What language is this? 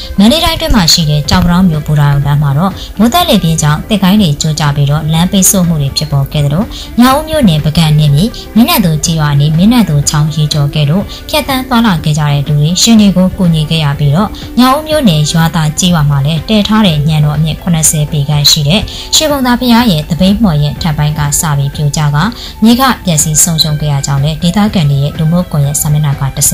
Burmese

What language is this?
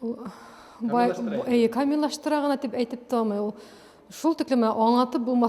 Bashkir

